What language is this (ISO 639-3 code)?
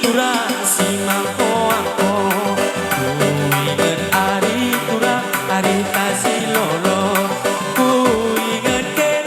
btx